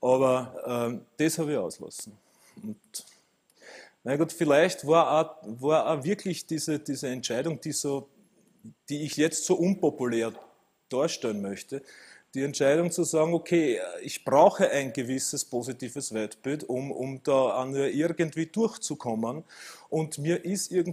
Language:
German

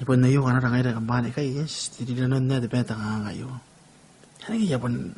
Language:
Gilbertese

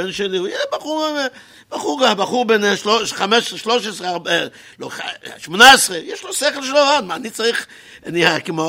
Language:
Hebrew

